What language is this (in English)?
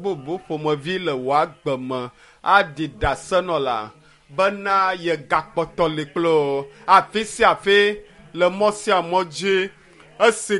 Ewe